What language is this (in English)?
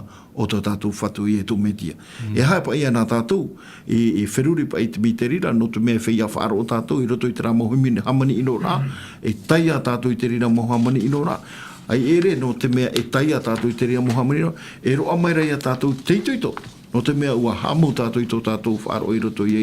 Tahitian